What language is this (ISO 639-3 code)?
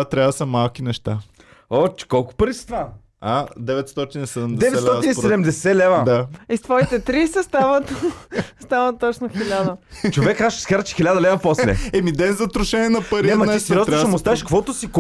bul